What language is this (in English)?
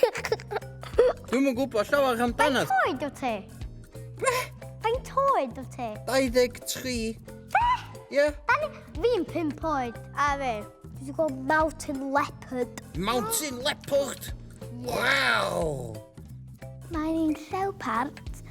Welsh